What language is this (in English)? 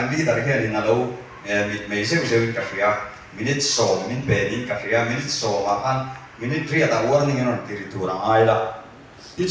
Mizo